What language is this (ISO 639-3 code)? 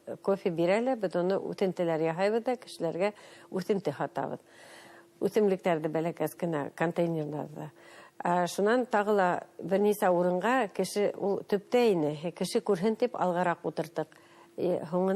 bak